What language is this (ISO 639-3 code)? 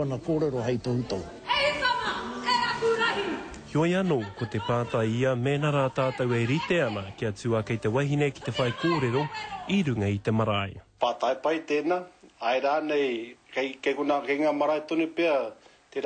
mri